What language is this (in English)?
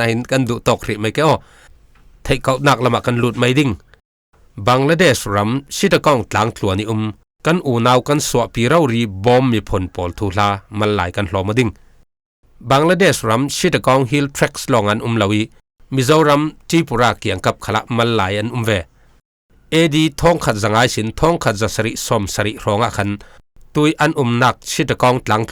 Falam Chin